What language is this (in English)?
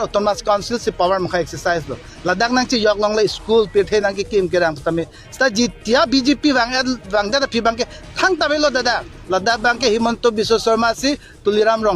Karbi